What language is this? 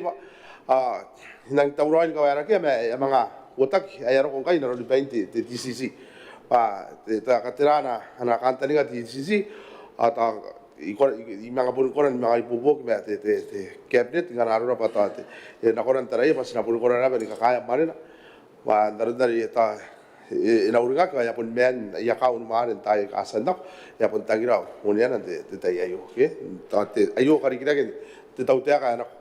Gilbertese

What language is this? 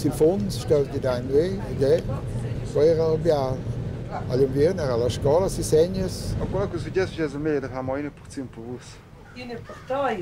Romansh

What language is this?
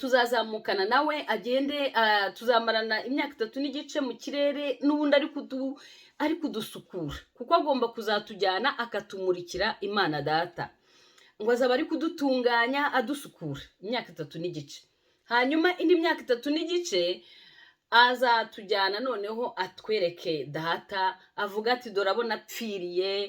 Kinyarwanda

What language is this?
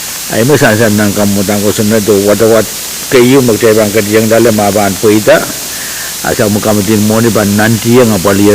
Pohnpeian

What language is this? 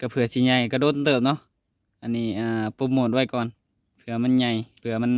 Lao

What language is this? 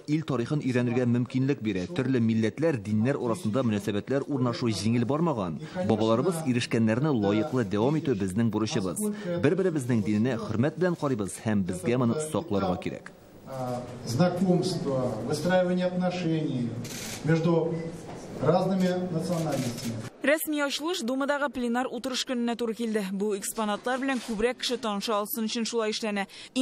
Tatar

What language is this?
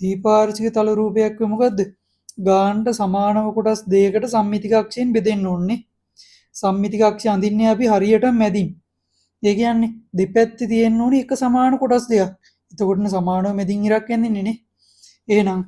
Sinhala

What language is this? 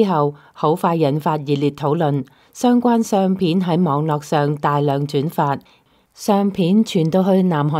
Cantonese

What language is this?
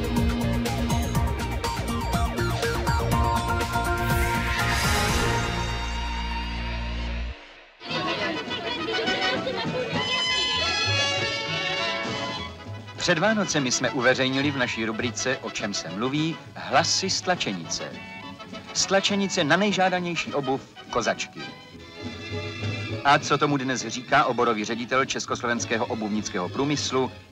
Czech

